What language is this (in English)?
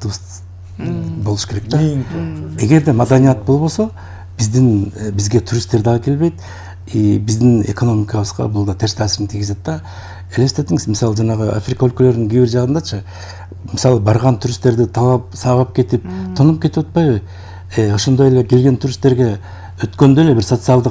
Kyrgyz